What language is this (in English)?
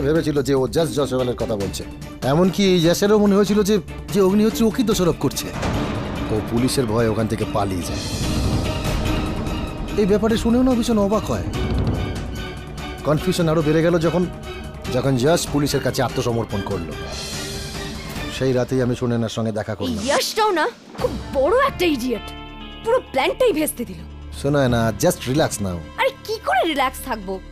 Bangla